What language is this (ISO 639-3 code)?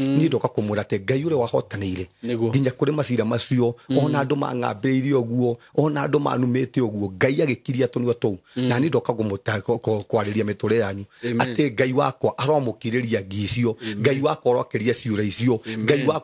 kik